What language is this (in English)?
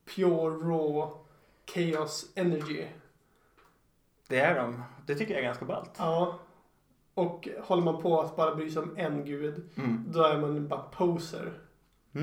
Swedish